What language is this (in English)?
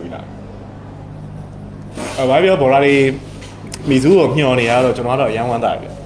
Burmese